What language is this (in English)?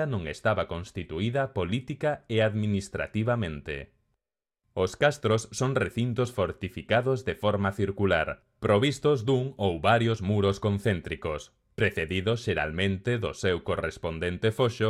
Galician